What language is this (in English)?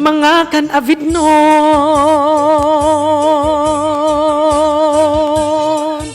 Waray